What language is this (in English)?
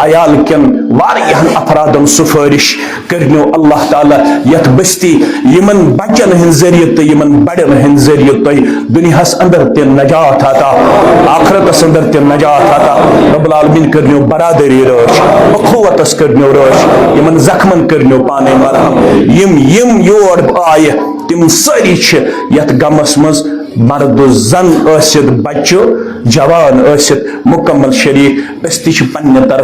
Kashmiri